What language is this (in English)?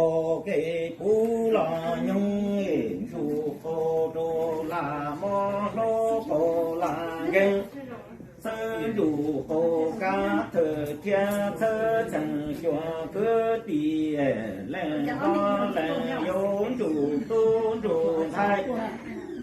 Hmong